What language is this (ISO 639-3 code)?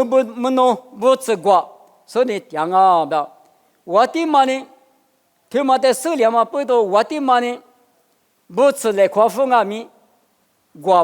lis